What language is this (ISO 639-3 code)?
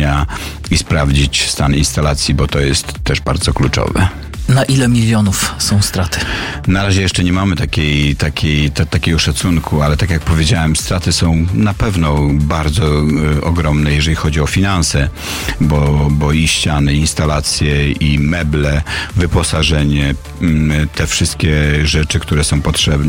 pol